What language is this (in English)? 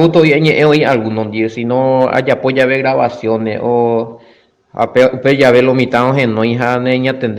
Guarani